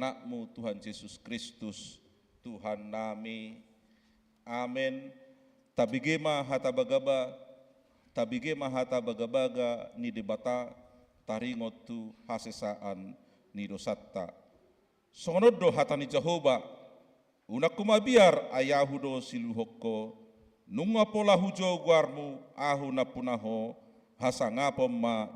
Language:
Batak Toba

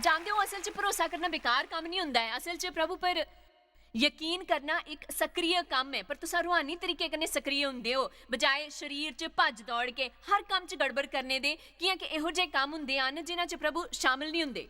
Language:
Dogri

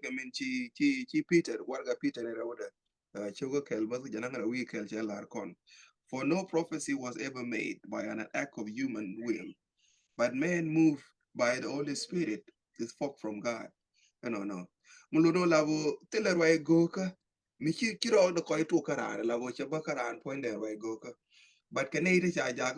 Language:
Nuer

